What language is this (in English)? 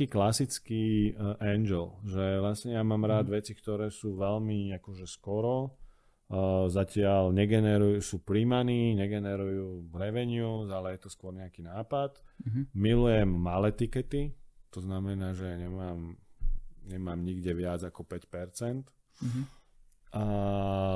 Slovak